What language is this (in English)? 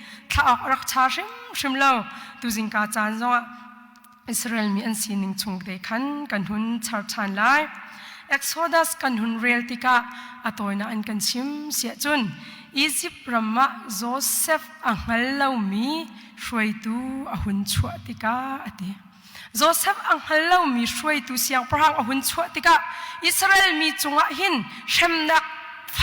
Hakha Chin